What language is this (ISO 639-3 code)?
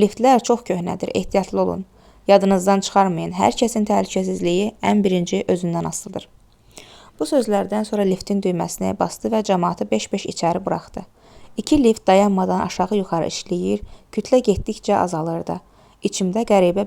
aze